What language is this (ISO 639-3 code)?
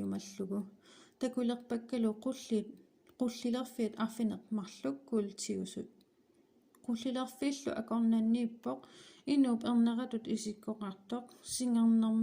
kal